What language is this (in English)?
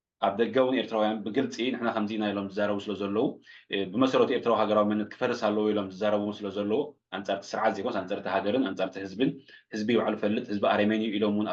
Tigrinya